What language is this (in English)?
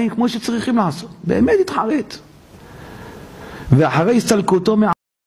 Hebrew